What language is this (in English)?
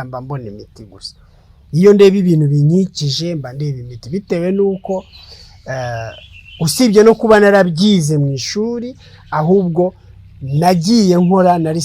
Kinyarwanda